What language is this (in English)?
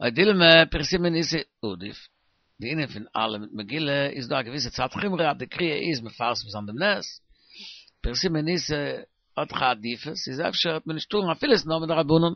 Yiddish